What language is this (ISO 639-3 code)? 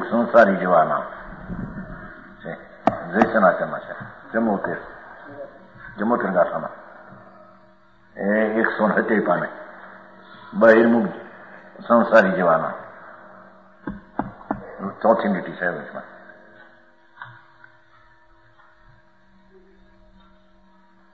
guj